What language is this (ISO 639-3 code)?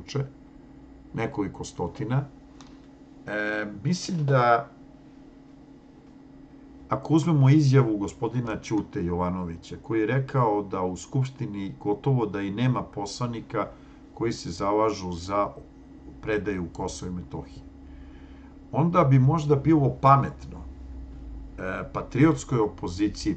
srp